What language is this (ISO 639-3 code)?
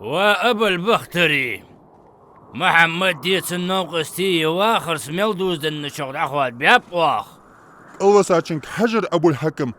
inh